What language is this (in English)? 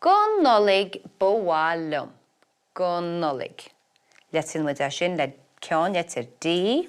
Irish